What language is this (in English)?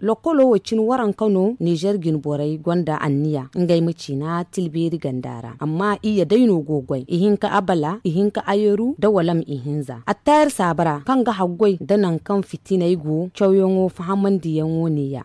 Zarma